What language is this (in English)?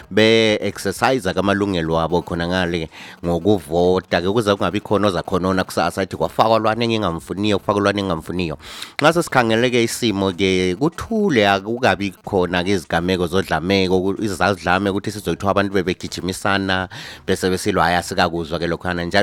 North Ndebele